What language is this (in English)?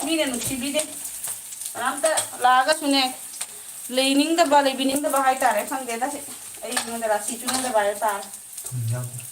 Manipuri